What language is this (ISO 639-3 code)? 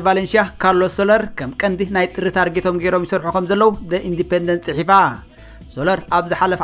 tir